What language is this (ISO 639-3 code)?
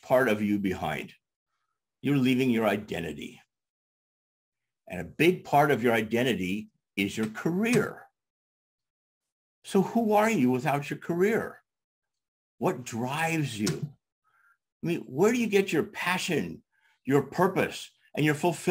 eng